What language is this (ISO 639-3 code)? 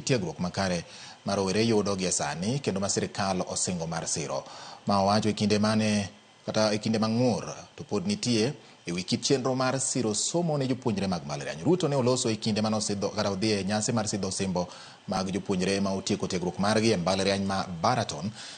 luo